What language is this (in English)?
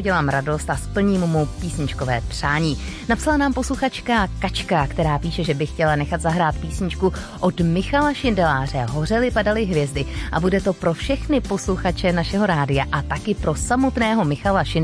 Czech